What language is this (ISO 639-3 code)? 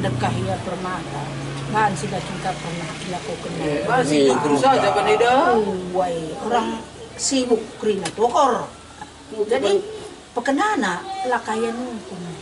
btx